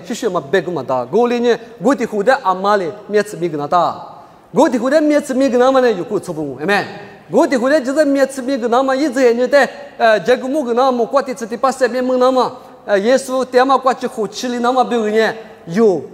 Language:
Lisu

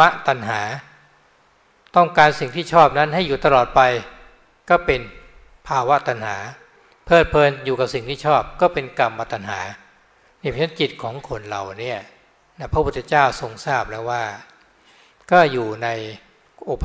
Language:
Thai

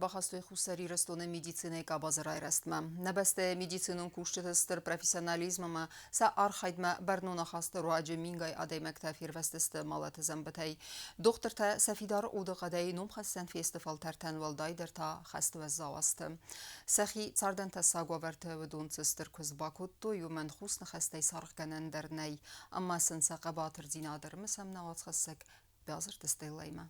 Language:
Ossetic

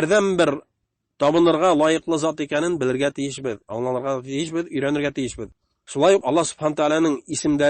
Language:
Bashkir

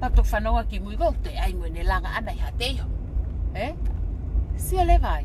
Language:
Tongan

